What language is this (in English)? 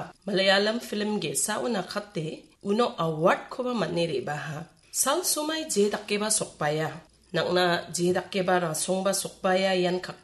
Garo